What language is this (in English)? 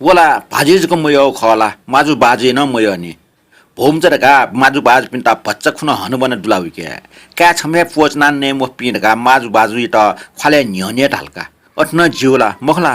Newari